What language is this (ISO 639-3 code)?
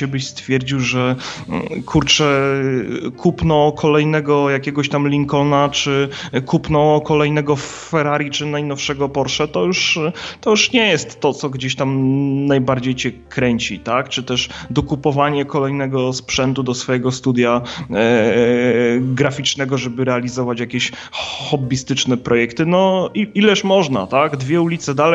pol